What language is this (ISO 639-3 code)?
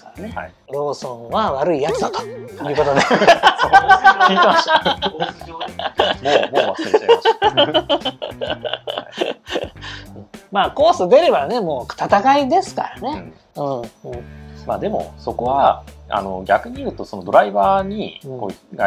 jpn